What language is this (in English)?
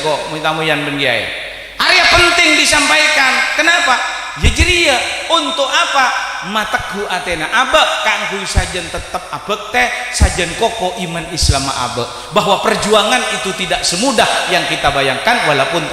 Madurese